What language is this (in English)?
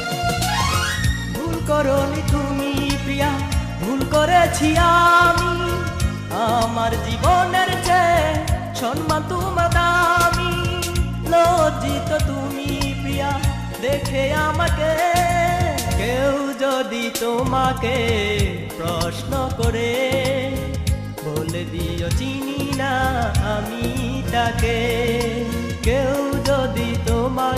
Bangla